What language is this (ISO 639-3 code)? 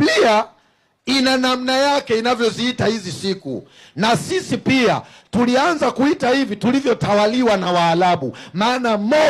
swa